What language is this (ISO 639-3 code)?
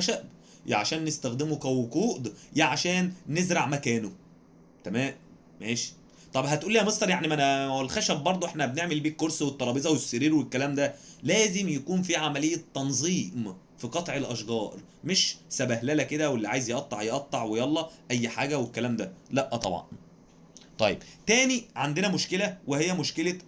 arz